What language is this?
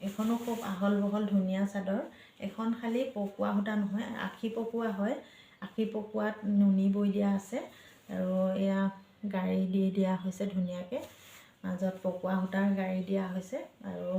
Assamese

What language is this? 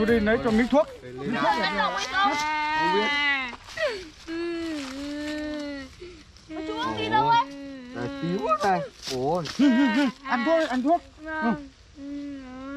Vietnamese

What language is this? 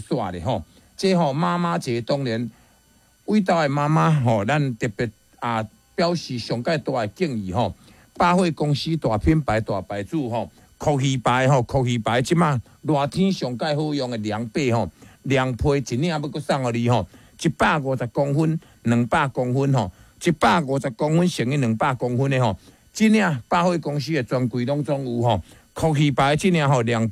Min Nan Chinese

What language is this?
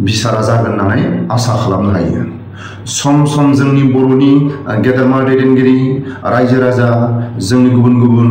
Bodo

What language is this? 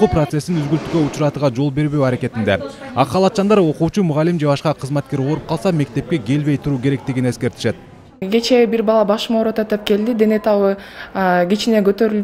Kyrgyz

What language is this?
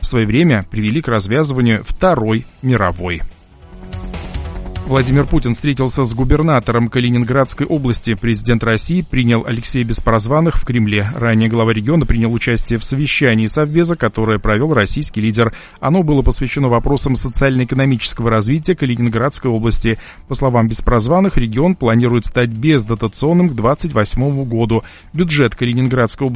Russian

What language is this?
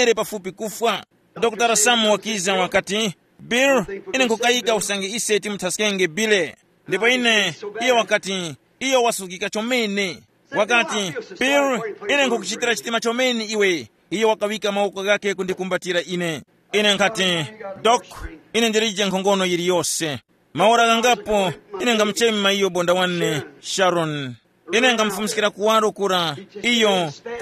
Tumbuka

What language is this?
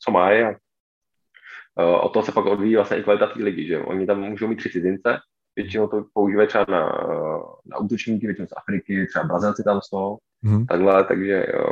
Czech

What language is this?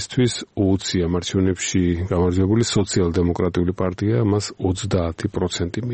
Georgian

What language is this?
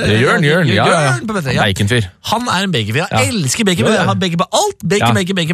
Norwegian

